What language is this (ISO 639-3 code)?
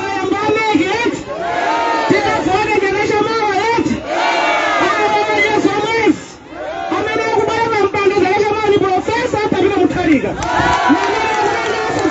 nya